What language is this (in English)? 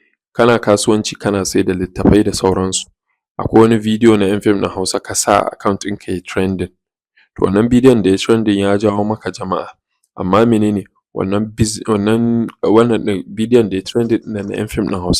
Hausa